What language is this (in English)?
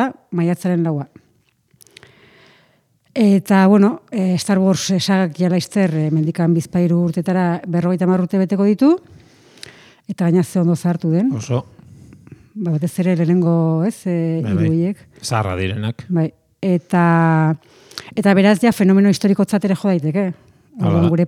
Basque